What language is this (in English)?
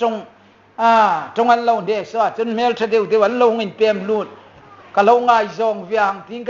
Hmar